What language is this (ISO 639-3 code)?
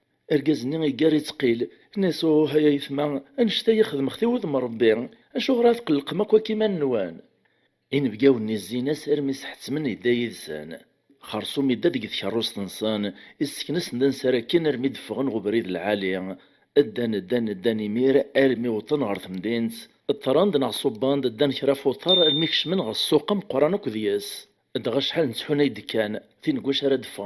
kab